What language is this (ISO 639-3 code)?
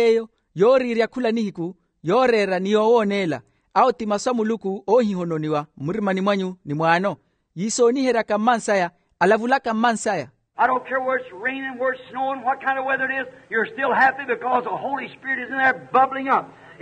vmw